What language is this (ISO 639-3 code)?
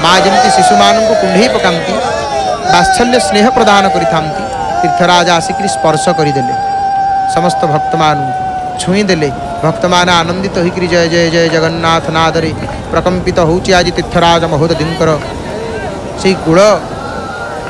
ori